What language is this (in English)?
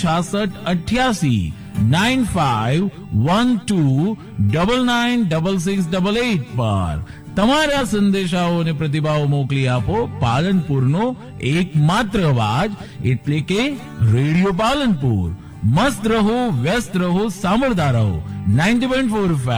Gujarati